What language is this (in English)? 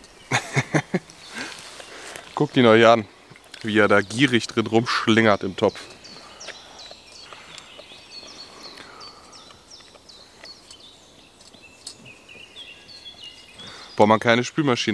German